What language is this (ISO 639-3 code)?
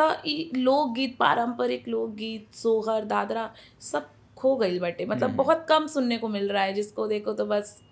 bho